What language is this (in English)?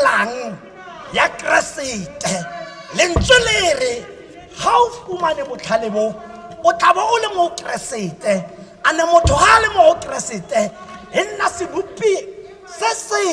Tswana